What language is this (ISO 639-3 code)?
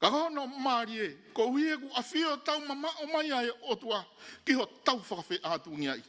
ton